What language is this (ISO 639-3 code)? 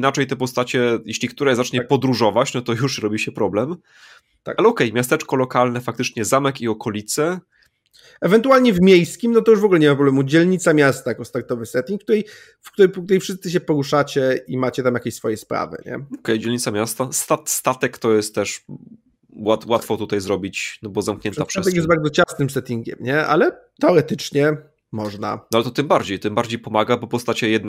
pol